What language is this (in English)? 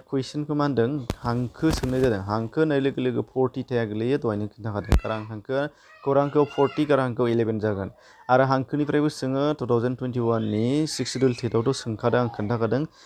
Bodo